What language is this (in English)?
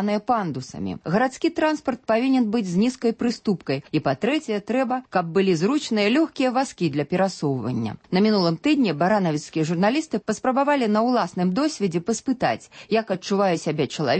Belarusian